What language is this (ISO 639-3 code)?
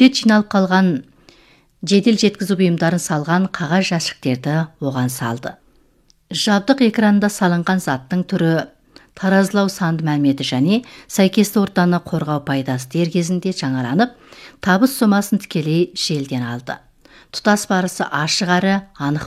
kaz